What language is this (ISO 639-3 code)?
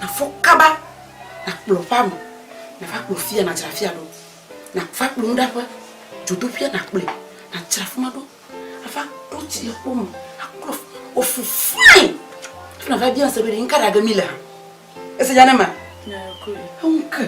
ewe